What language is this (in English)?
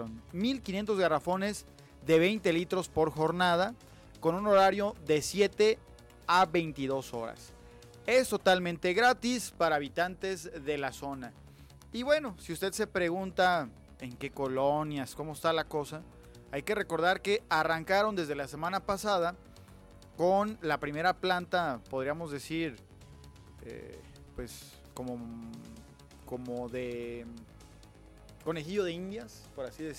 Spanish